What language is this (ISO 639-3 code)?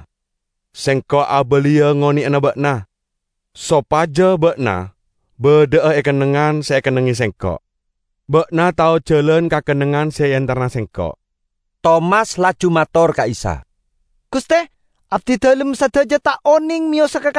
mad